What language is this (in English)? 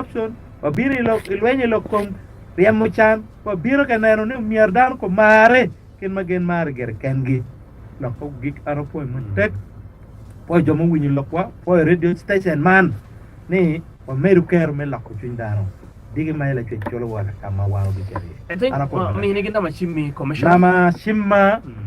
Acoli